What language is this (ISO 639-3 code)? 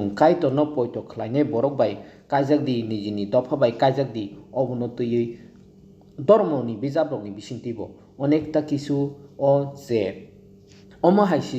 trp